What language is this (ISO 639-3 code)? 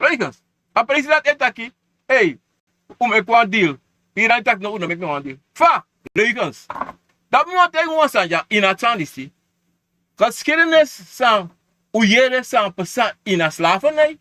srn